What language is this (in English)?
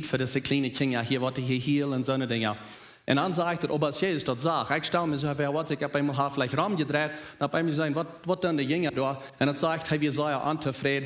Plautdietsch